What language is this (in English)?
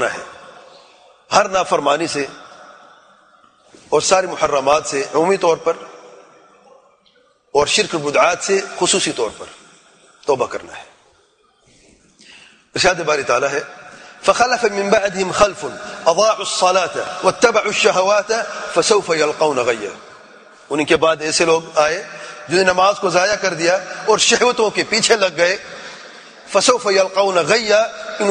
Urdu